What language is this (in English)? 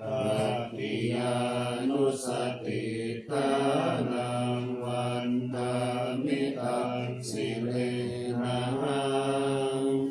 Pali